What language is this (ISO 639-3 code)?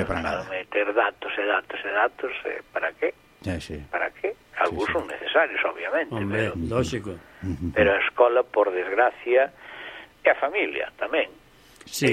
glg